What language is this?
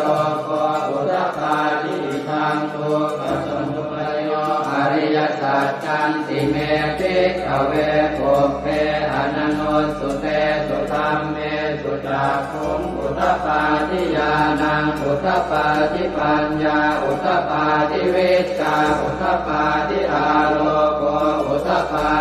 Pali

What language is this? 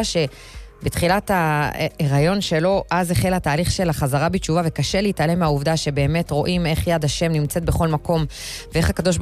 Hebrew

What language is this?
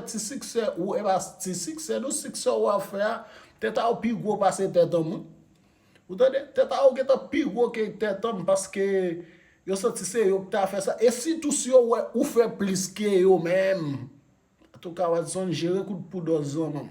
Haitian Creole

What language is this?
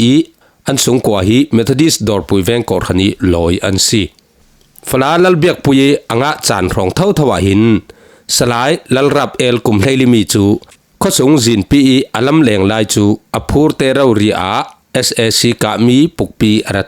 Falam Chin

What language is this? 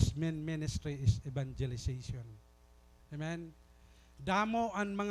Waray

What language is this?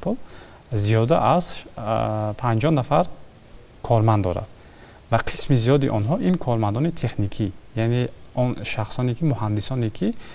Tajik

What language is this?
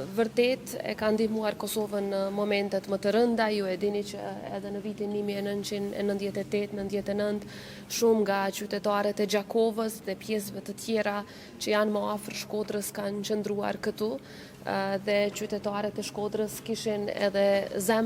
Albanian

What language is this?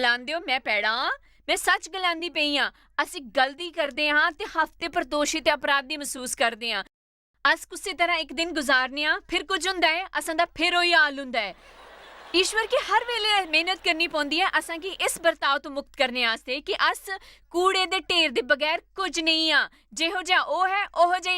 Dogri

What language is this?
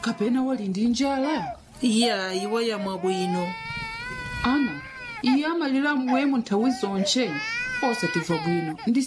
Nyanja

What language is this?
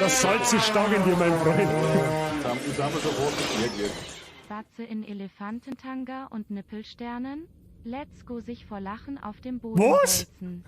Bavarian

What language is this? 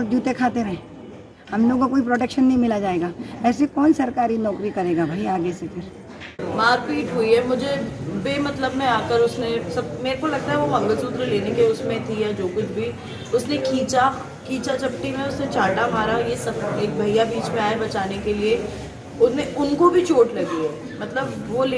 Hindi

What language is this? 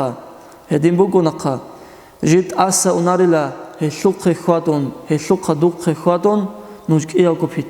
Avaric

